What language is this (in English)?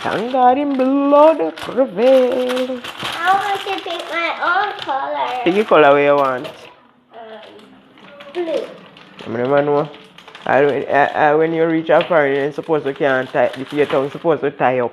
Jamaican Creole English